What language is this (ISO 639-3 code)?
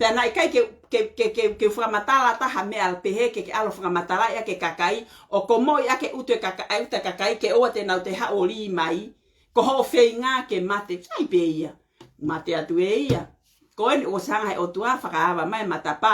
ton